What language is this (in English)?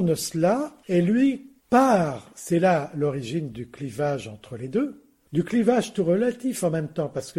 French